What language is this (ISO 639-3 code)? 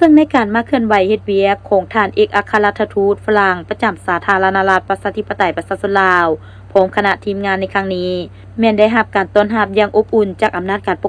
lao